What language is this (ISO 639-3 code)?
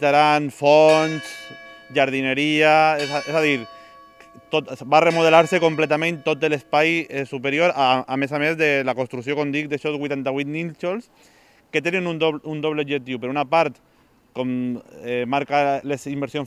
cat